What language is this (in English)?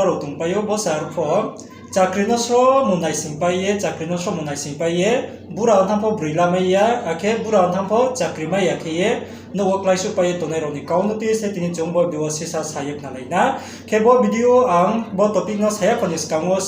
Riang (India)